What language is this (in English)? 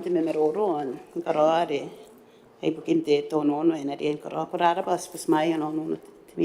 Gilbertese